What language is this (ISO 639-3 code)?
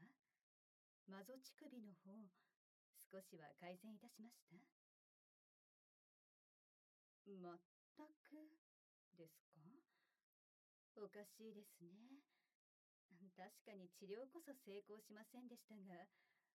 jpn